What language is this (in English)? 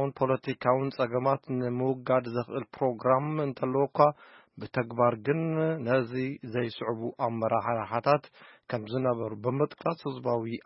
Tigrinya